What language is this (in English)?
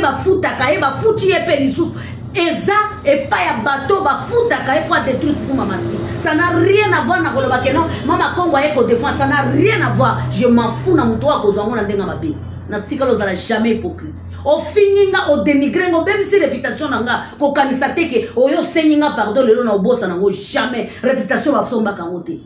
Lingala